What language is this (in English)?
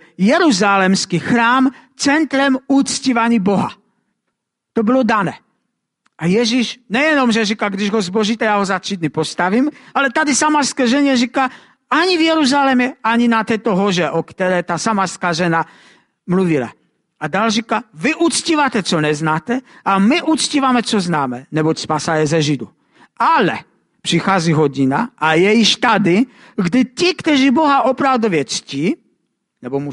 Czech